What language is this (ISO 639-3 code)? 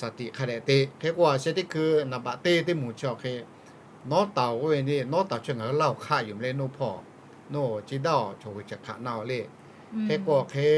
lhu